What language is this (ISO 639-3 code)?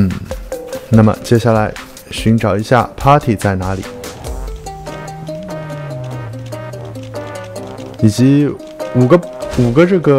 zho